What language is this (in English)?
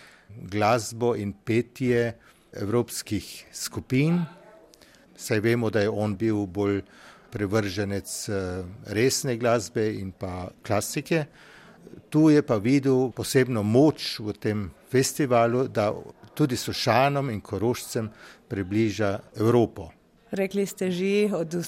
Slovenian